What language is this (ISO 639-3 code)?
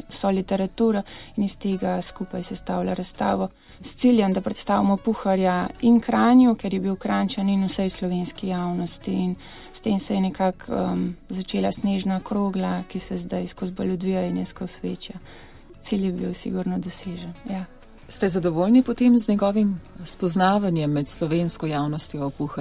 slv